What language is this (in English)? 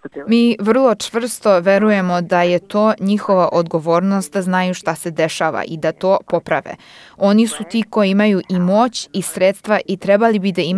Serbian